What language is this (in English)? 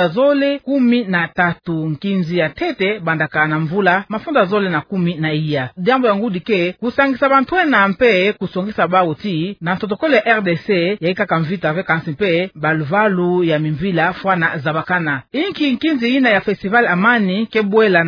Kituba (Democratic Republic of Congo)